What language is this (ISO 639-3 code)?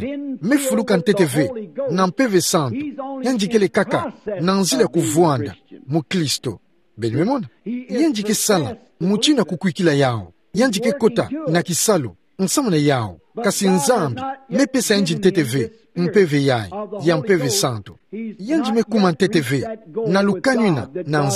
ktu